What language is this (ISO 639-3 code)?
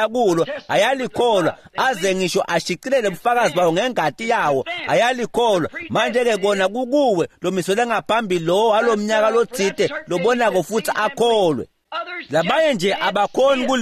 ssw